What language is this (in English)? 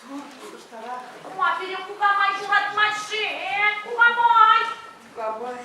Chuvash